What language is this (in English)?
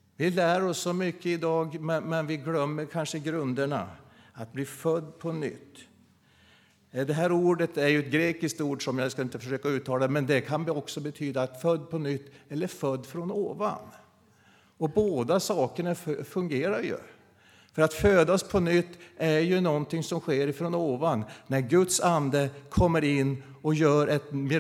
Swedish